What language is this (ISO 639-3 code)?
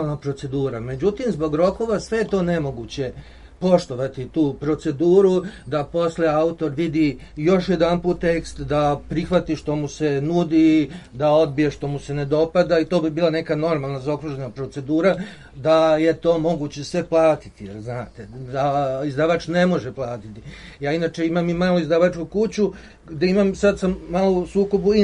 srp